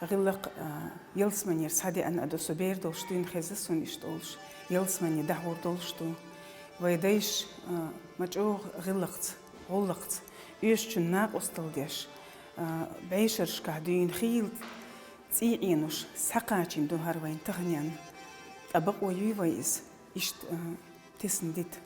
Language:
Chechen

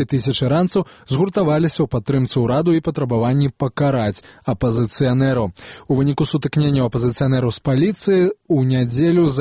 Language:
Belarusian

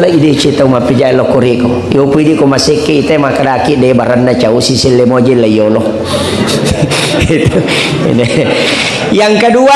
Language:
Buginese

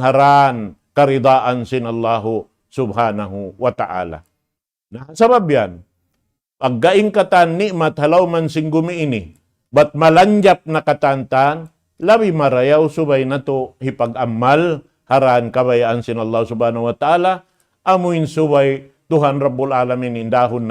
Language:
Tausug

